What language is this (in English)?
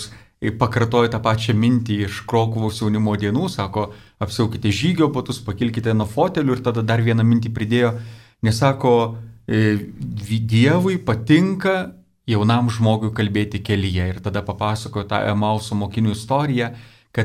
Lithuanian